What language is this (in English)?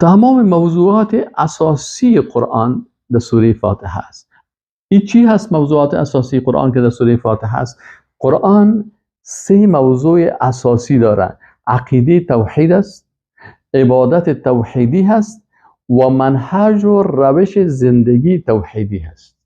Persian